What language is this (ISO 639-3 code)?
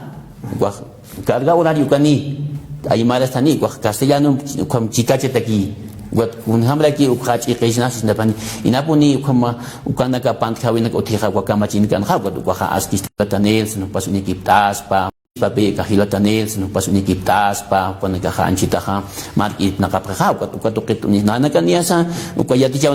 aym